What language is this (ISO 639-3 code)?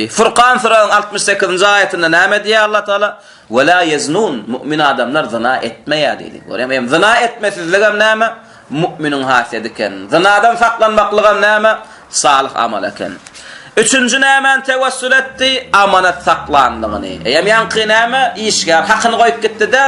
tuk